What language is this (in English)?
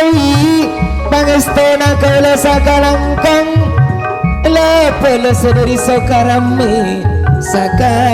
Madurese